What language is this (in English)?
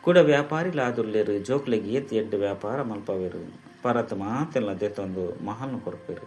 Tulu